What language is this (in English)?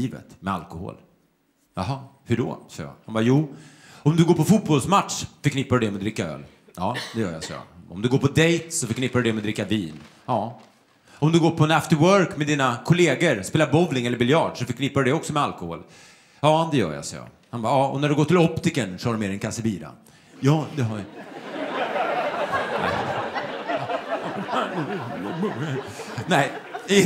Swedish